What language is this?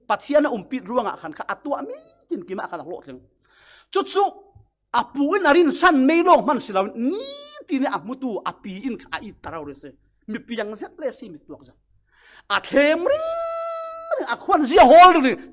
Falam Chin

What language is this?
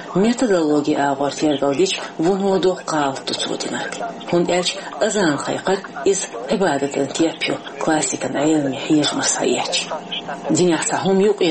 Chechen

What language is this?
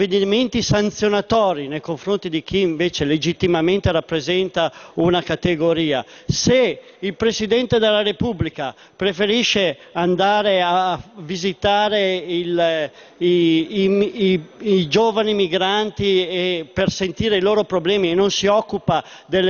Italian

